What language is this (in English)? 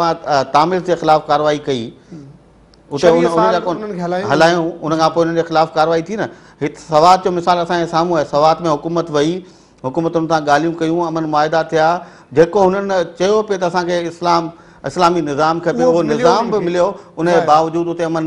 Sindhi